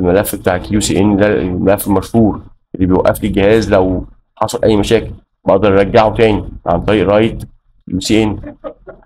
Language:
Egyptian Arabic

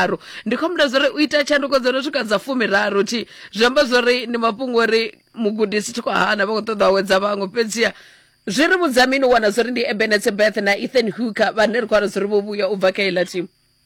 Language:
Venda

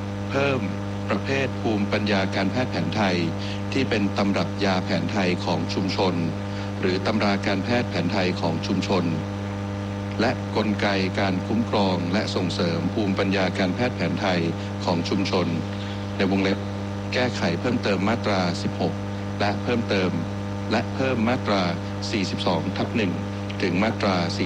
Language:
Thai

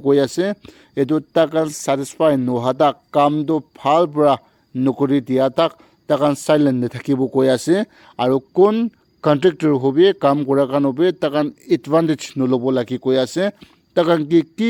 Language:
Naga Pidgin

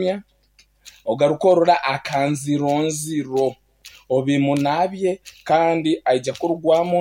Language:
Nyankole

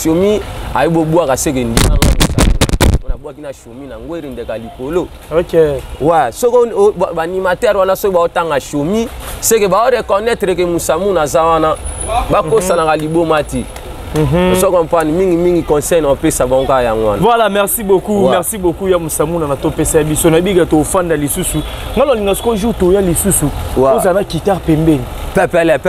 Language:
Lingala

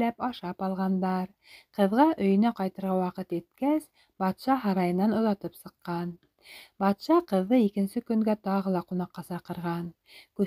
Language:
Bashkir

